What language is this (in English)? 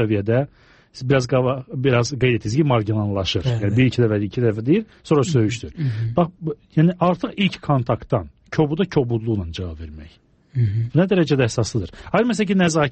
Azerbaijani